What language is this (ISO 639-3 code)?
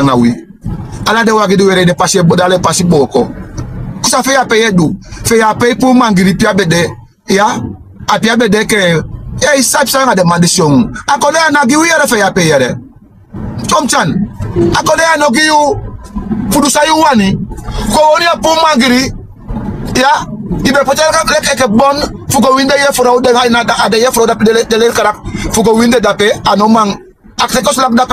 srn